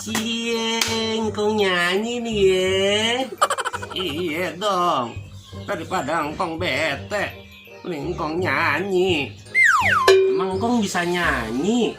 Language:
Betawi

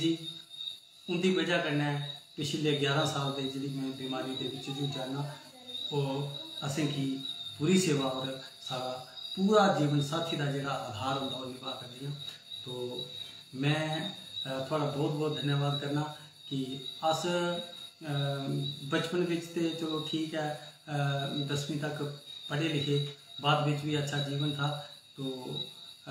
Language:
Dogri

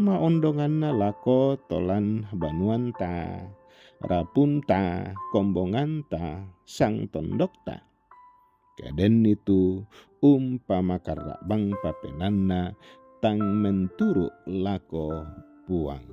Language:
Toraja-Sa'dan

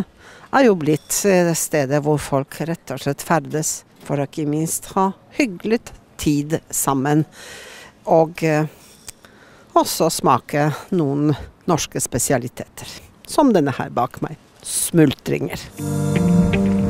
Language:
Norwegian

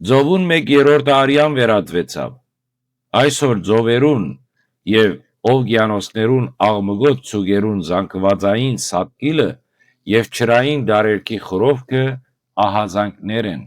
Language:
Western Armenian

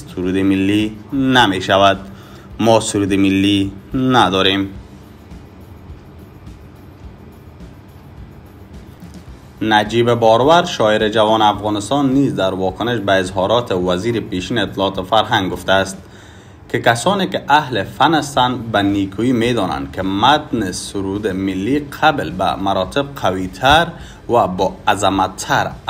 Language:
Persian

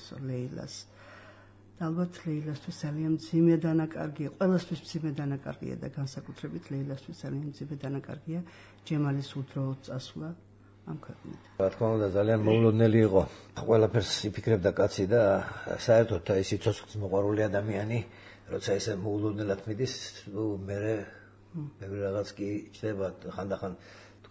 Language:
Georgian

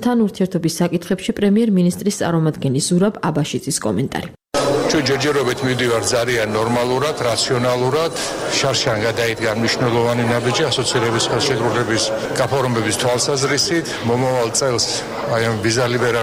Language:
Georgian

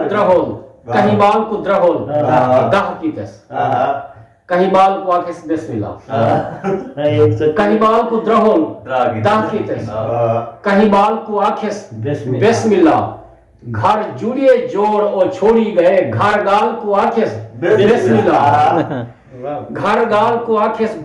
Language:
Saraiki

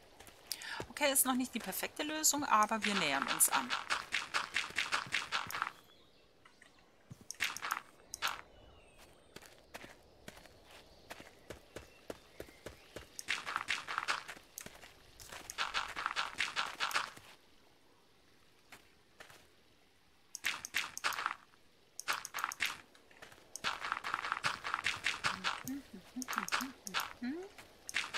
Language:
German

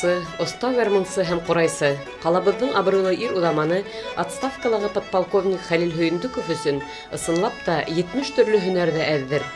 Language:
Bashkir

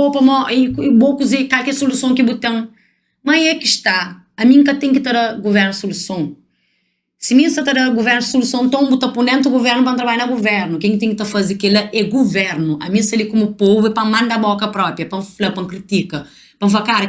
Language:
Kabuverdianu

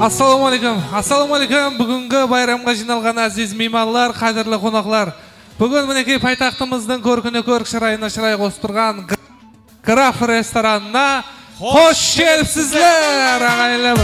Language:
Kara-Kalpak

